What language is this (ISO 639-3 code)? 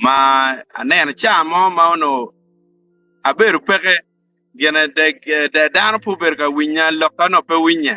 ach